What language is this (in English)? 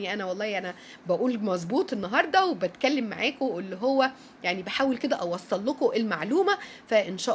Egyptian Arabic